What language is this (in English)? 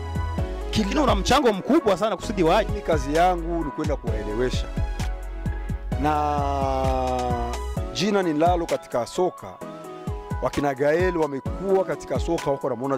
Swahili